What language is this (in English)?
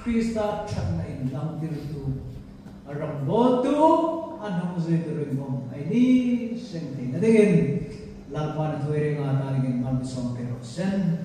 Hmar